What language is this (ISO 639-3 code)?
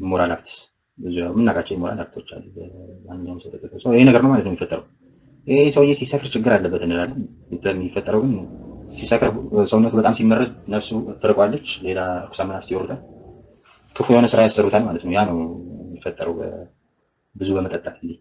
amh